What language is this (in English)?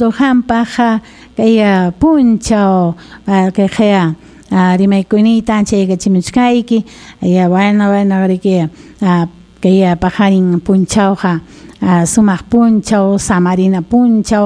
Ayacucho Quechua